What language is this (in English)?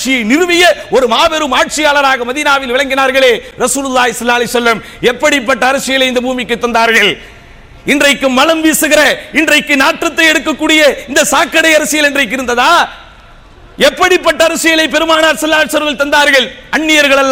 Tamil